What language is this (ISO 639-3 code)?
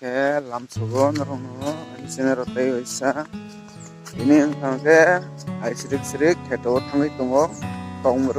trp